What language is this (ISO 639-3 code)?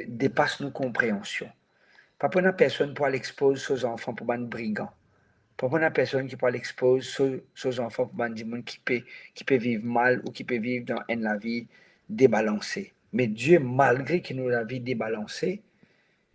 mfe